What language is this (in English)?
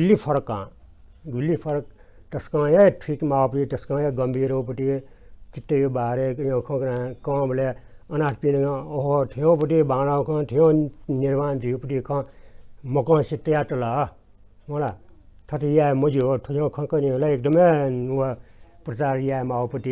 Newari